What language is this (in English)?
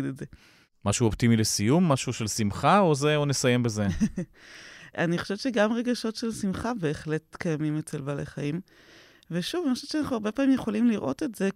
Hebrew